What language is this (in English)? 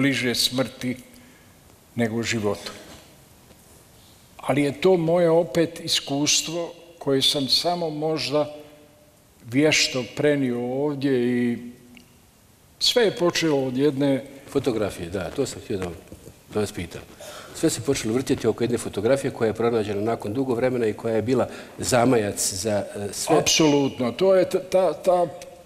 Bosnian